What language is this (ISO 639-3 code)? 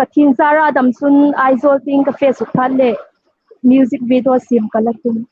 hmr